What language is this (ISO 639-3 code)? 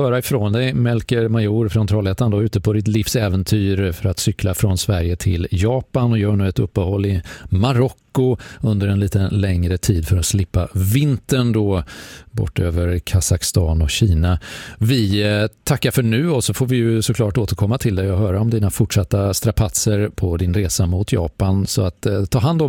swe